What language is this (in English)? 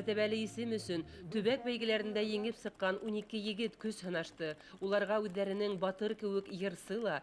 Bashkir